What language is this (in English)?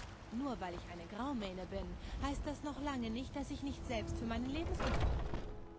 German